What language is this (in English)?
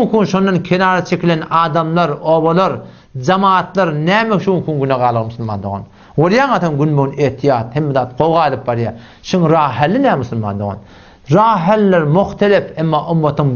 Turkmen